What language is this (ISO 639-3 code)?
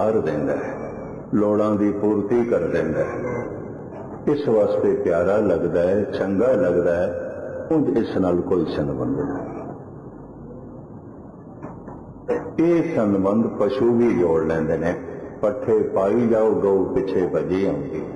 pan